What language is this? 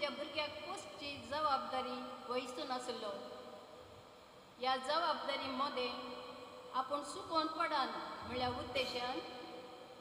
Konkani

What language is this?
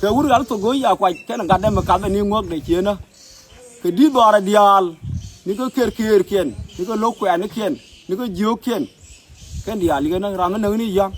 Nuer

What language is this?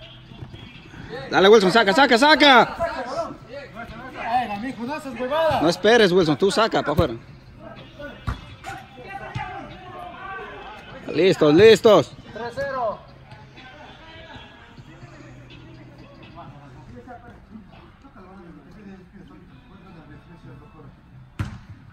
Spanish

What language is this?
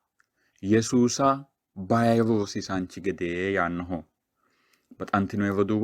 Sidamo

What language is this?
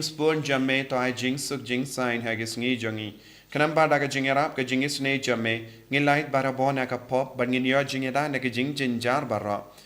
Khasi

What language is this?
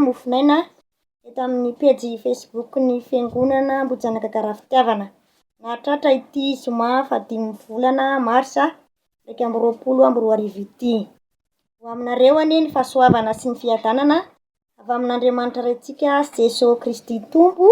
Malagasy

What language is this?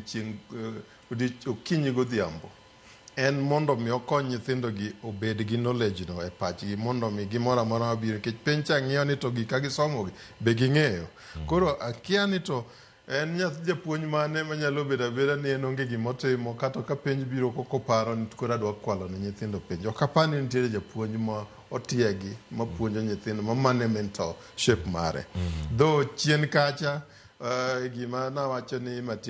Luo (Kenya and Tanzania)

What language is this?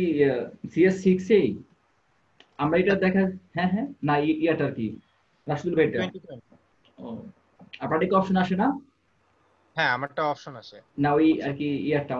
Bangla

